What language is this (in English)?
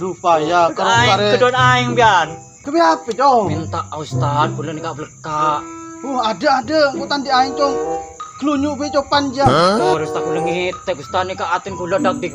Madurese